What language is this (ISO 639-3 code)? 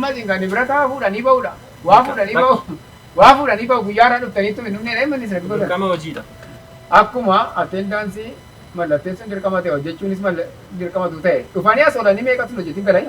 orm